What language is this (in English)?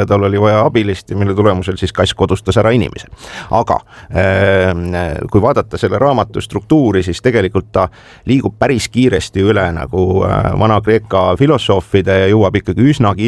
Estonian